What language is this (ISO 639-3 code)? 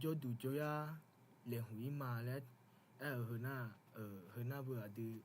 ahk